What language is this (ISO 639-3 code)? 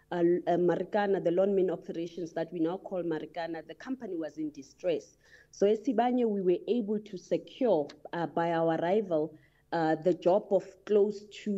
eng